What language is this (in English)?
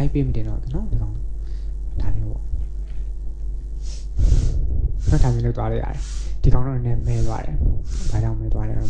Burmese